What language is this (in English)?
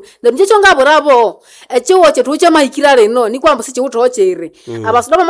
Nande